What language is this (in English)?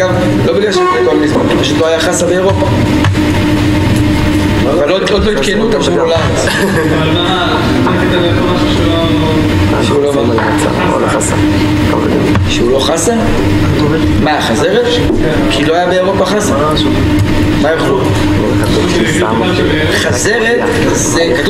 Hebrew